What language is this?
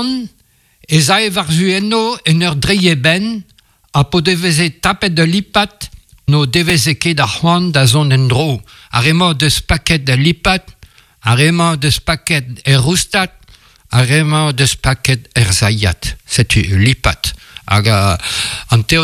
Breton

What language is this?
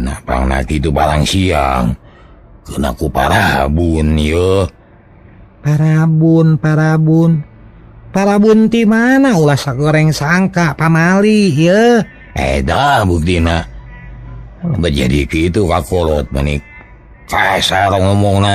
Sundanese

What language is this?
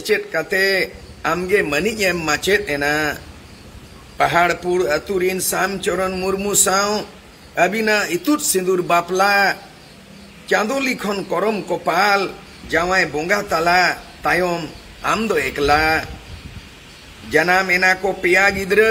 Santali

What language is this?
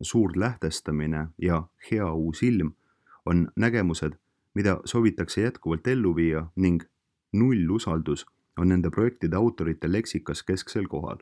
Estonian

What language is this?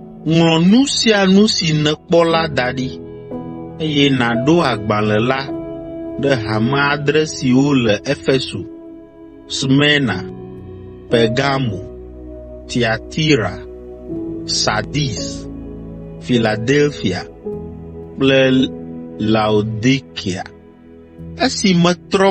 Ewe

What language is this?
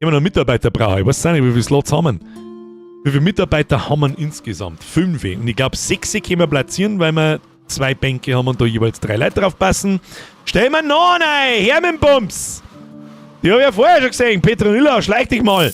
Bavarian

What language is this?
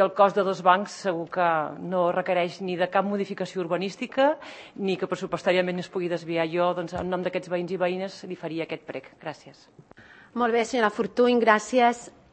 Catalan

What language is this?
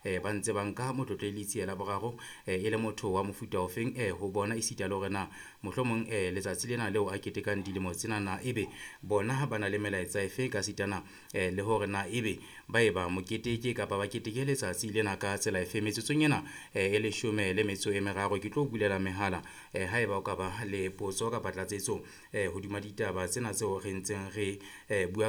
Southern Sotho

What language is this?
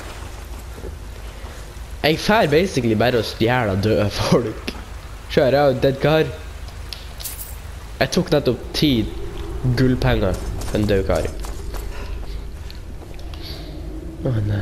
Norwegian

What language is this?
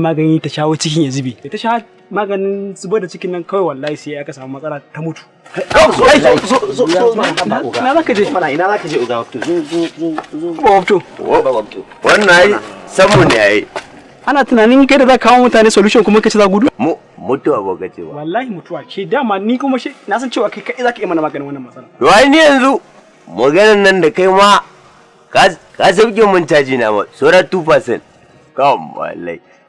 Hausa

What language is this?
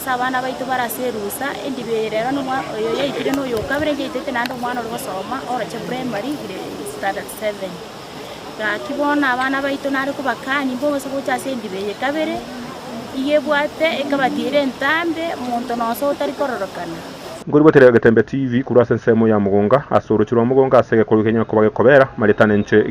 Gusii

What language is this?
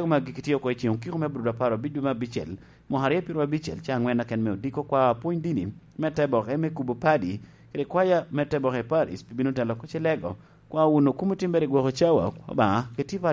Lango (Uganda)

